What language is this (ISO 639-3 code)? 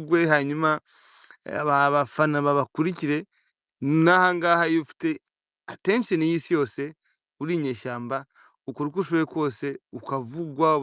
kin